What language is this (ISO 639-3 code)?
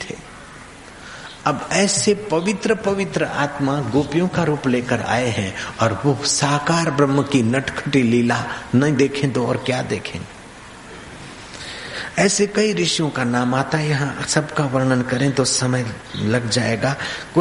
hin